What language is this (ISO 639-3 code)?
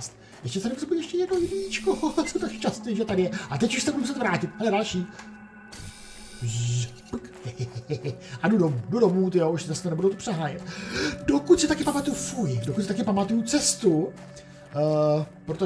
ces